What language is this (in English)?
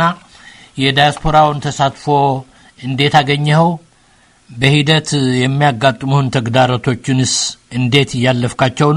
Amharic